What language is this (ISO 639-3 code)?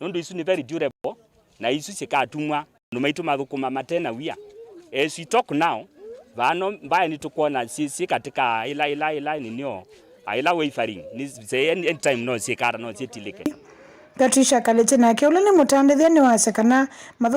kam